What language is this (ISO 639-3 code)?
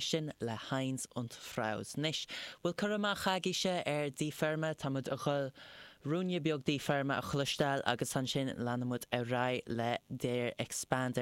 gle